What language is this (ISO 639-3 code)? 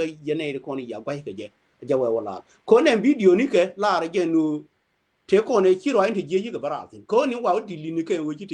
nus